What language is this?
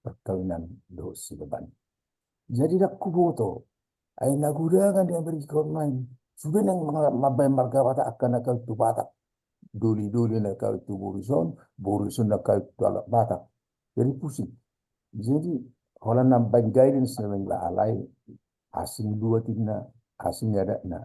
Batak Toba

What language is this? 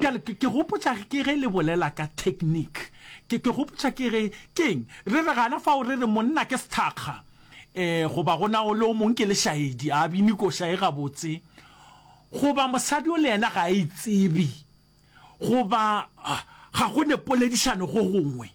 Northern Sotho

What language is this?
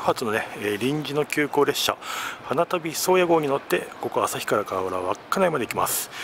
Japanese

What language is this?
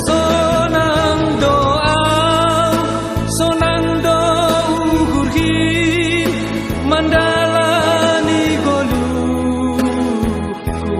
Batak Simalungun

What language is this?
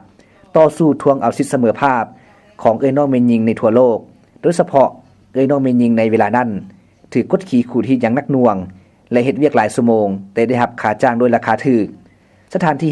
Lao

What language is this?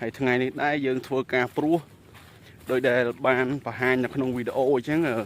Khmer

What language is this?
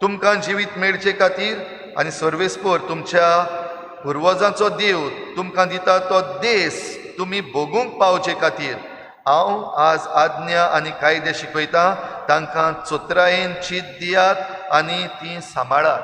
Konkani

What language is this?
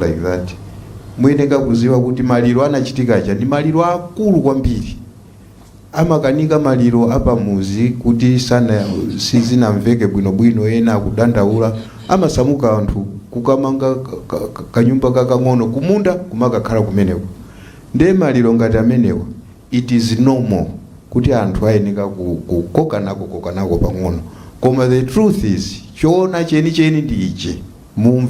Nyanja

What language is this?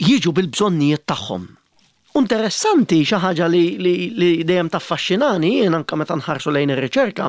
Maltese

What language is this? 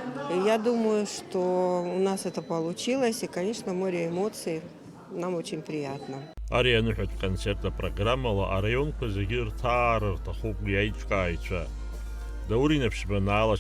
Abkhazian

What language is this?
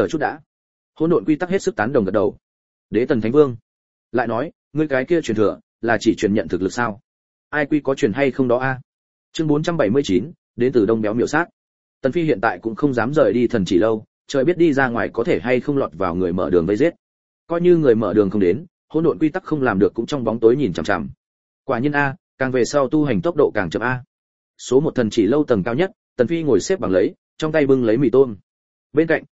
Vietnamese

